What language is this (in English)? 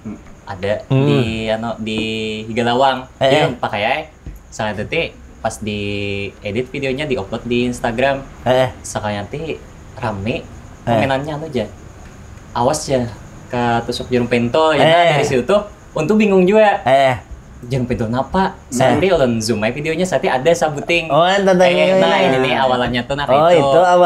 Banjar